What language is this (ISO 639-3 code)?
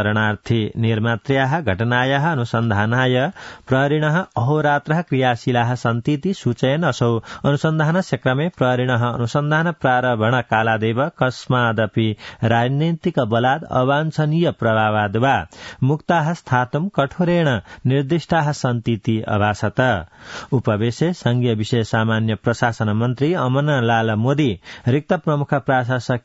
san